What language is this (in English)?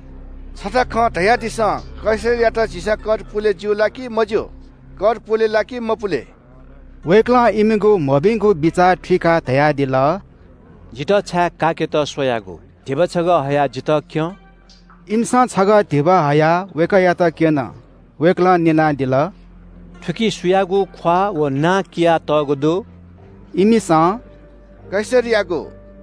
Newari